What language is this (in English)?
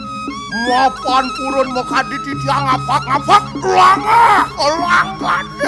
Balinese